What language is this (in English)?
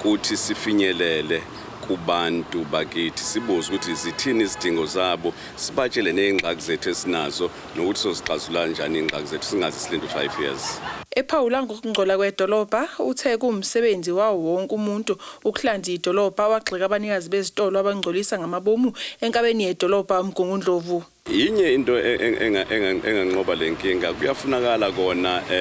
Zulu